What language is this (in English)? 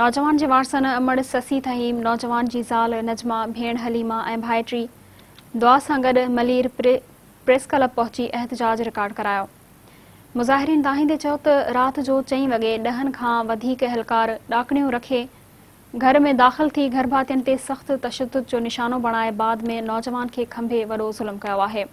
Sindhi